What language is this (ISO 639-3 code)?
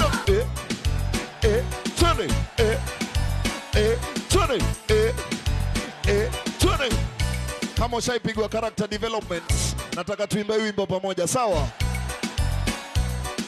swa